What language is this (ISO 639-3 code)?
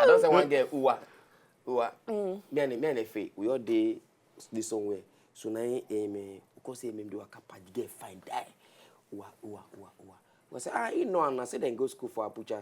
pcm